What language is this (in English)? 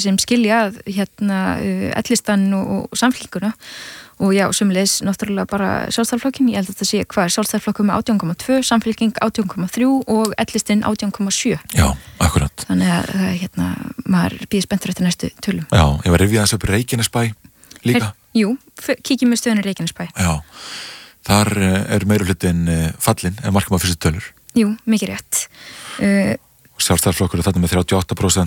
Icelandic